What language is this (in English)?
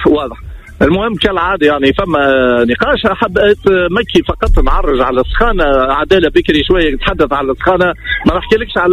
Tunisian Arabic